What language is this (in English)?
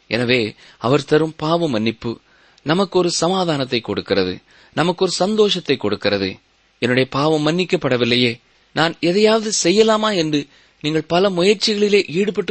Tamil